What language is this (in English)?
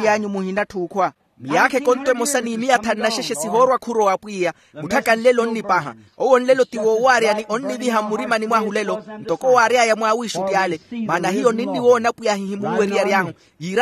Makhuwa